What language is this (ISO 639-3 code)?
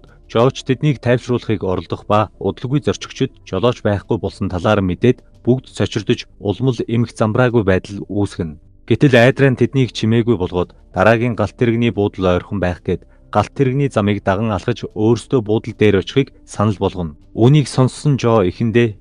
mon